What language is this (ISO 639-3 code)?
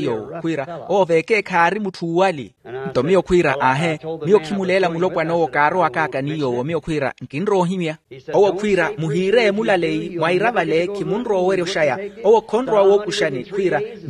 vmw